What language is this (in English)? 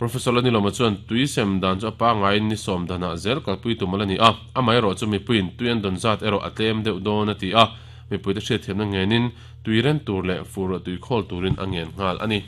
Mizo